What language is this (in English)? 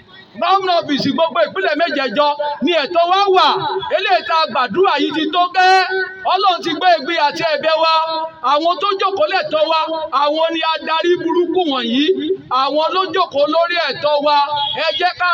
Yoruba